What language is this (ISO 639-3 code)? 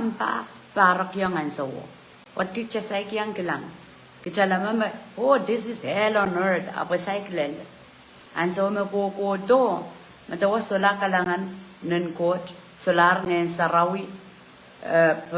pon